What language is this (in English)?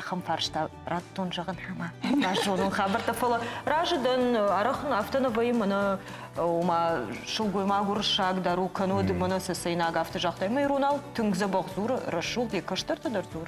Ossetic